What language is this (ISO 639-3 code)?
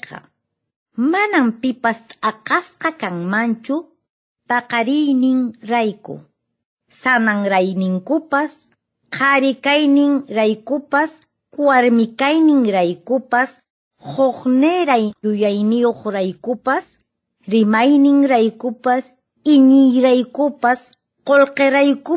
que